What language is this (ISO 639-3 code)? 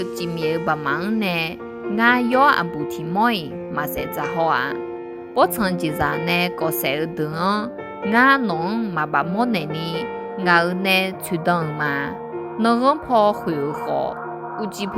ahk